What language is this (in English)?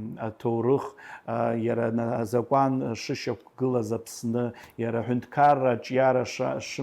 Abkhazian